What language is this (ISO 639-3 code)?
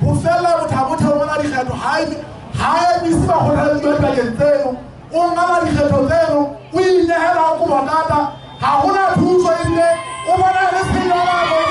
sot